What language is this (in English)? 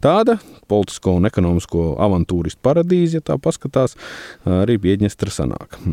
Latvian